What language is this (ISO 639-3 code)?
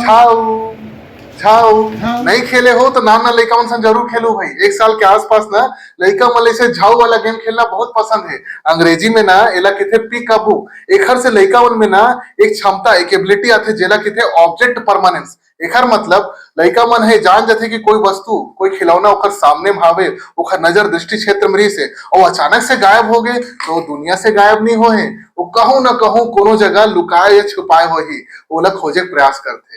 hne